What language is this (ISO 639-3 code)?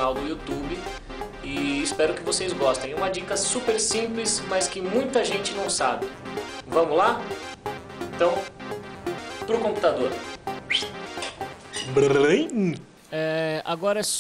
por